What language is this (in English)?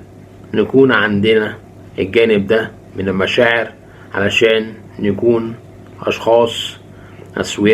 Egyptian Arabic